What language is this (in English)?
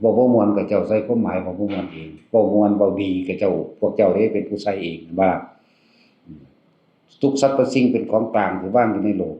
Northeastern Thai